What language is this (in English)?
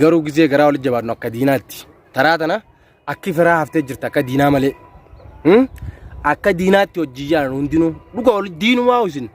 Oromo